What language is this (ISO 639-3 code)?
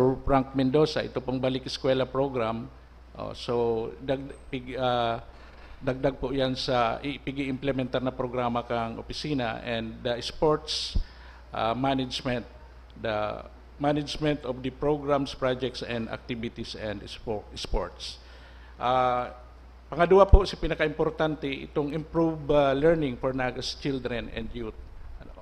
bik